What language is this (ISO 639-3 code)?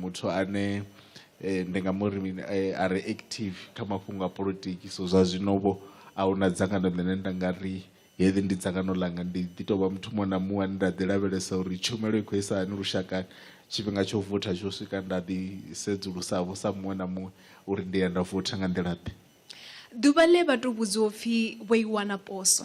ven